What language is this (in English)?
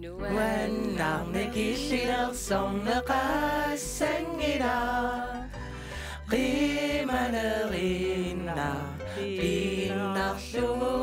Kalaallisut